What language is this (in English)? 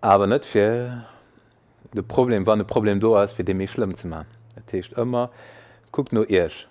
Luxembourgish